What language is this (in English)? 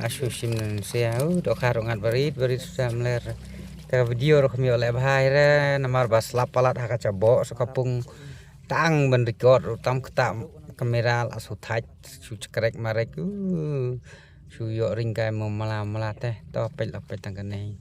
Khasi